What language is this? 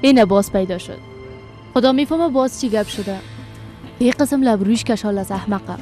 Persian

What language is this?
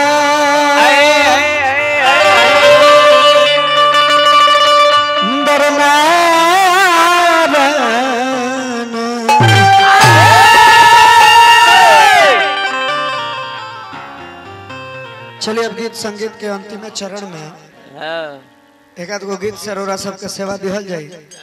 Bhojpuri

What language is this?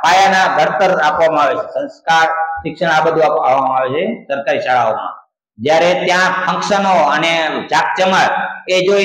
Gujarati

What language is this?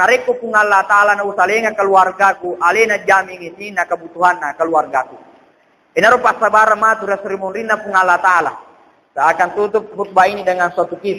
Buginese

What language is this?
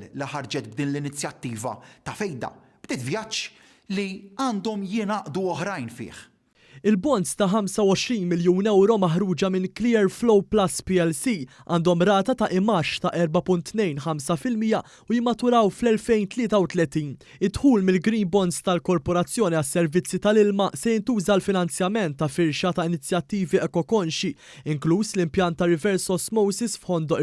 Maltese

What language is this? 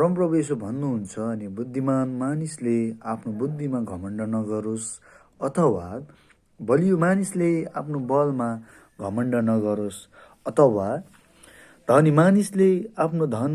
Nepali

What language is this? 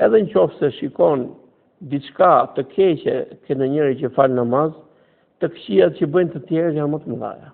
Albanian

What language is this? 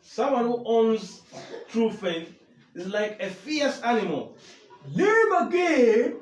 Acoli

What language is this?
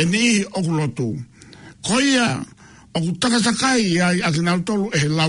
Tongan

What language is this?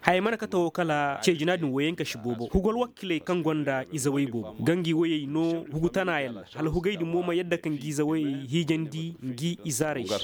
Koyraboro Senni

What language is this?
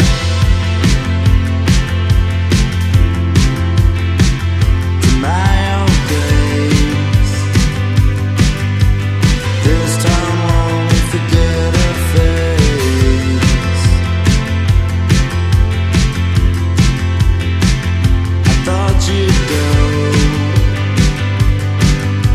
English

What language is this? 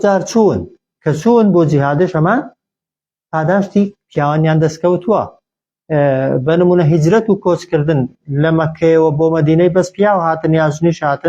Central Kurdish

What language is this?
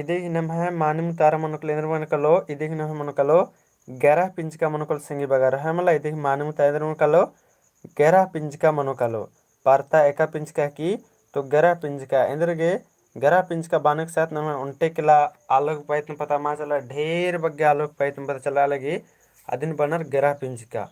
Kurukh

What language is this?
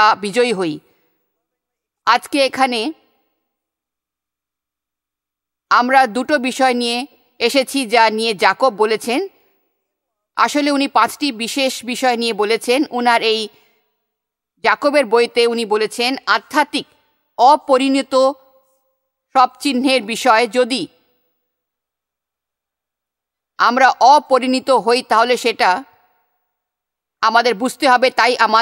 Bangla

